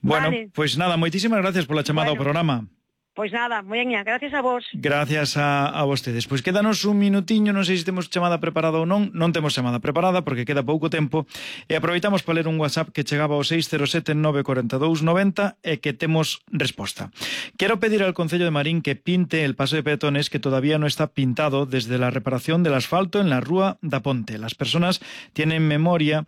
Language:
Galician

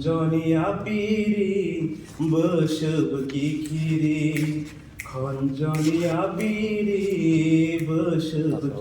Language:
Kok Borok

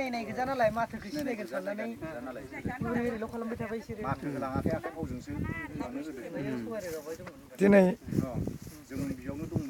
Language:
Bodo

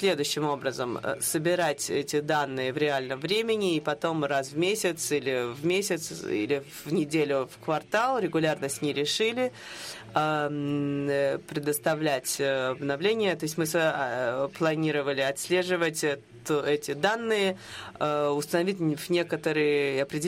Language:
Russian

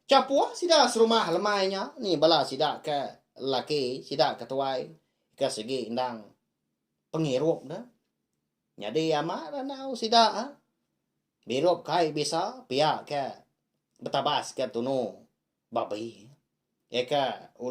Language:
Iban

